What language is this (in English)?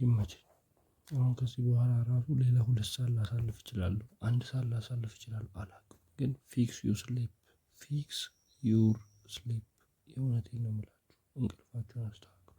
Amharic